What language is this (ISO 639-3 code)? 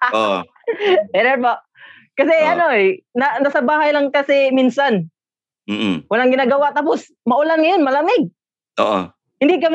fil